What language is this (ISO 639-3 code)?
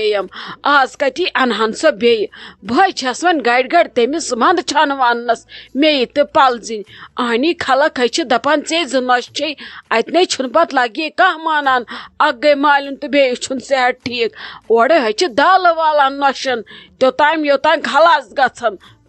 kas